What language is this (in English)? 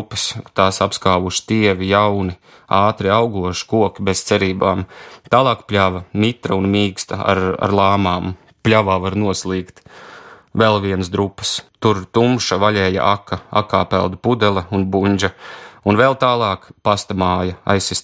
Latvian